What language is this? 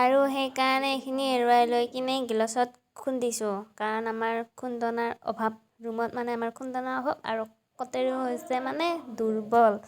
Assamese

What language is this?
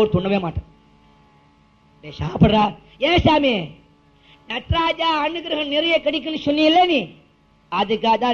Tamil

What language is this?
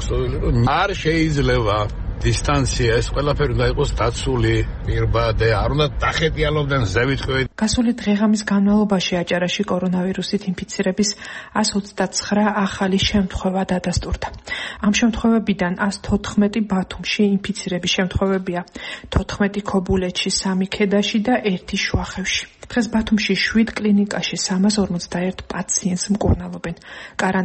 Georgian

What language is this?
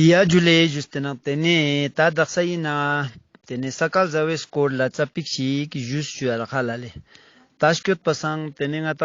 Ladakhi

